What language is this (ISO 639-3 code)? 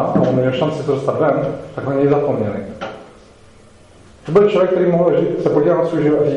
ces